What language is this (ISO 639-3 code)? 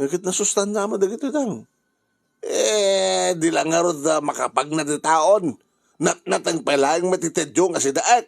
ilo